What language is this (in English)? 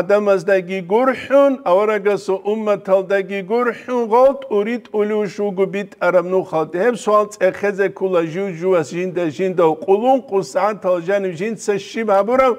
Avaric